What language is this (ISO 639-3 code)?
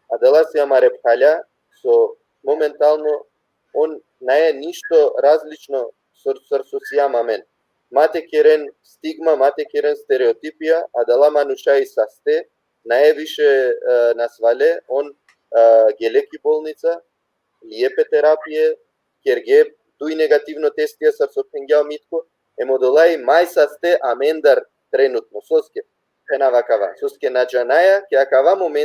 rmn